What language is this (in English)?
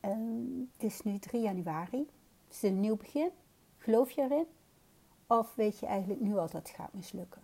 Dutch